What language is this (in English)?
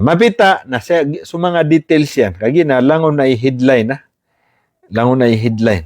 Maranao